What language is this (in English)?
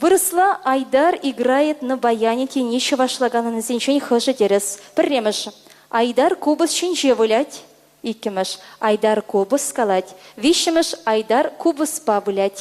Chuvash